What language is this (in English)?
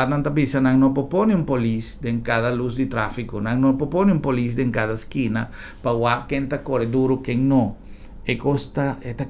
Papiamento